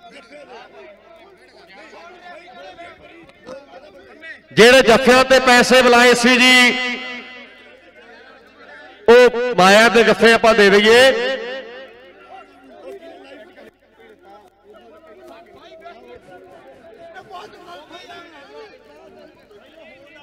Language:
Punjabi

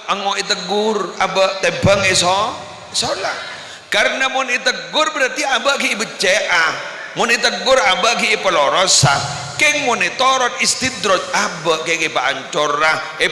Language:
Madurese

